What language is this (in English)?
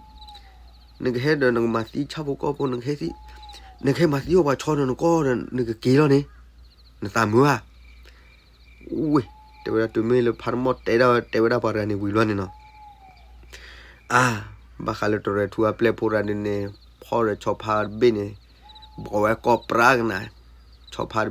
S'gaw Karen